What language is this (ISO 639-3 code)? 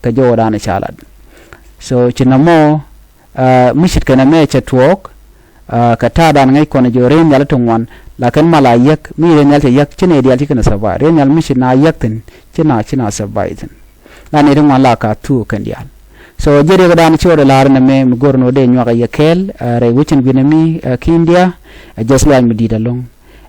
nus